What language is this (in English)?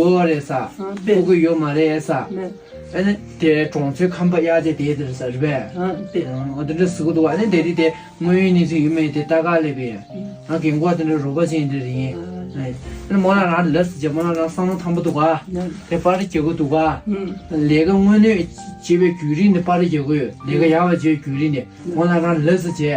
Tibetan